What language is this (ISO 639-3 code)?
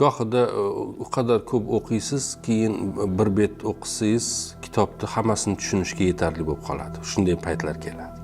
uzb